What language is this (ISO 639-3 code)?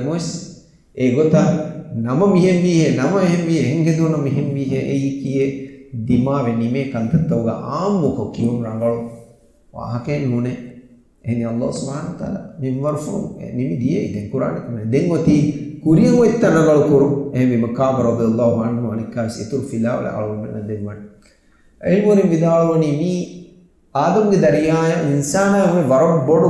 div